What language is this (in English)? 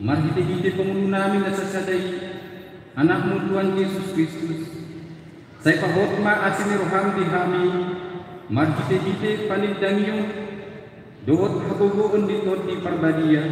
Batak Toba